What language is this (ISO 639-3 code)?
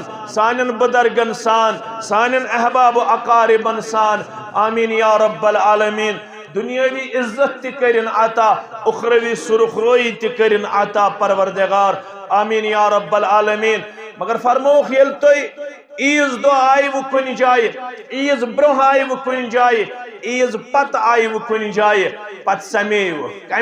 kas